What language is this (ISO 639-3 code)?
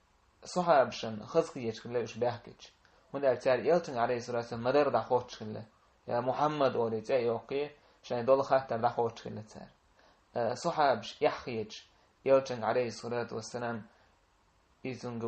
che